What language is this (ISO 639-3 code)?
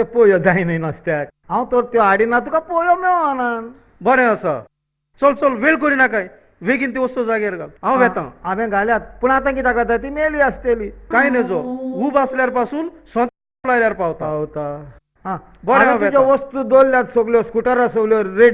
kok